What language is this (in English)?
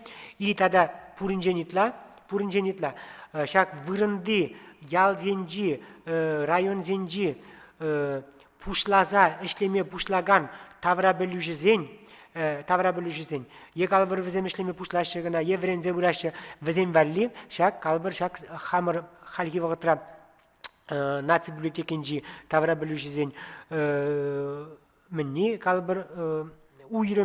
Chuvash